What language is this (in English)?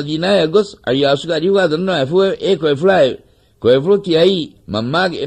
Divehi